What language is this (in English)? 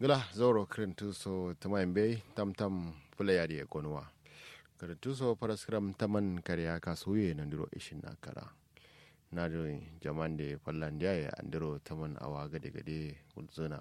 Kanuri